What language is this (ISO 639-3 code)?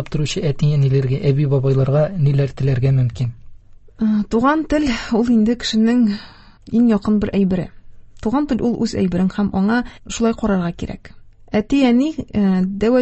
tat